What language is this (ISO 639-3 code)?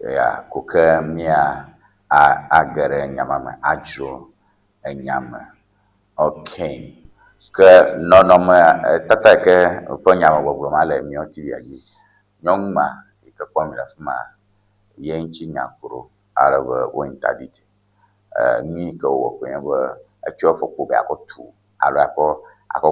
ewe